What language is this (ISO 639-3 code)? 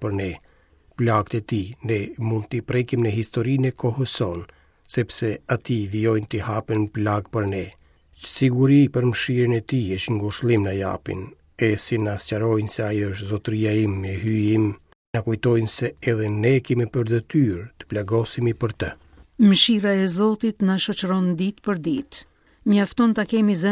sqi